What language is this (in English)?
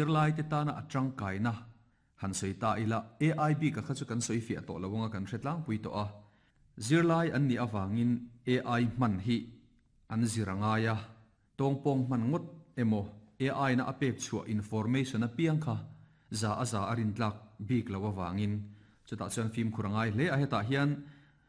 Mizo